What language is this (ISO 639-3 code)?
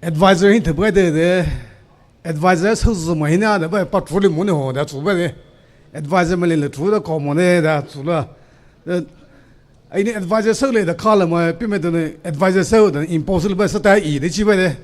pmx